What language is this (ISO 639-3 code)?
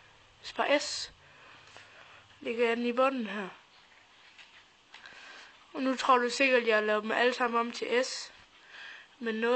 dan